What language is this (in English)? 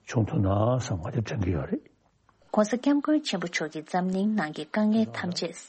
Tibetan